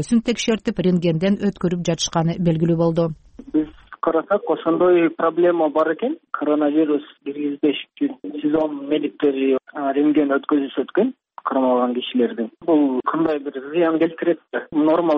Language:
Kyrgyz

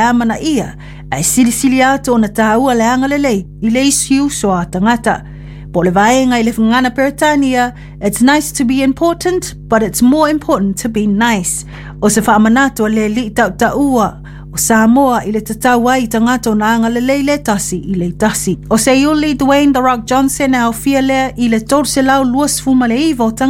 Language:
Samoan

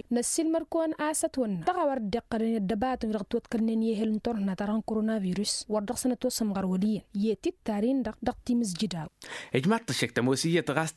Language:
Tamasheq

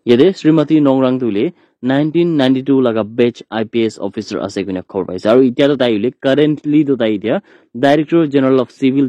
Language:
Naga Pidgin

